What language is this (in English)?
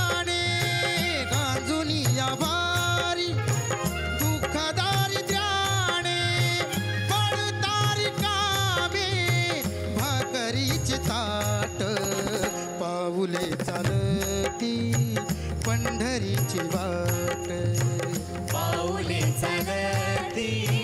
Marathi